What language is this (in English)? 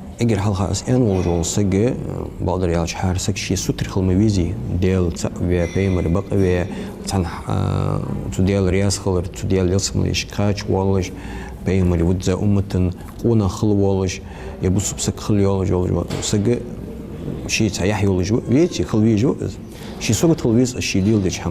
Ingush